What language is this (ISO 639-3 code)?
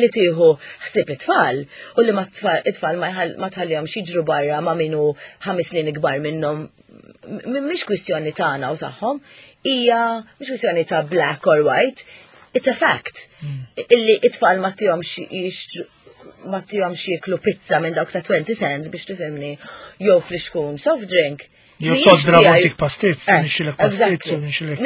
mlt